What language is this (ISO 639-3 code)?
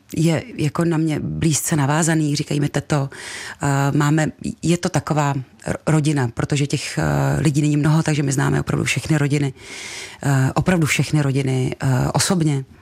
ces